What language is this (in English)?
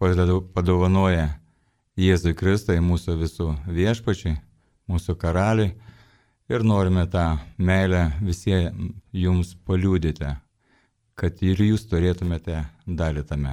Lithuanian